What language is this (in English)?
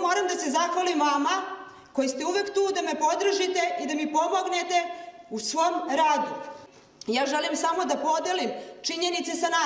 Serbian